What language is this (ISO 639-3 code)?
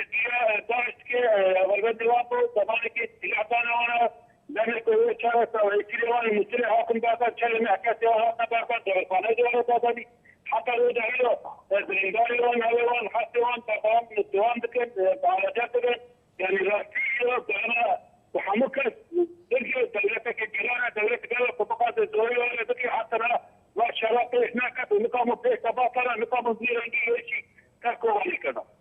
kur